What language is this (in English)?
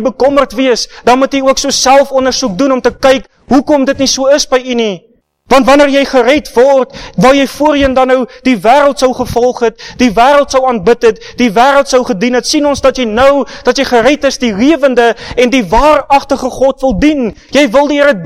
Afrikaans